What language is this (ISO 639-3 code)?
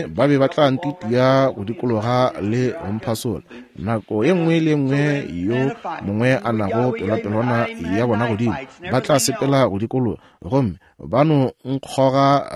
nso